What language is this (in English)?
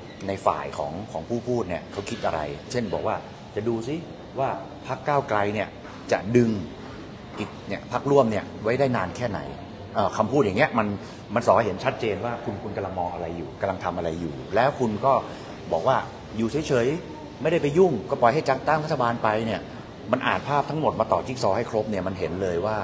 Thai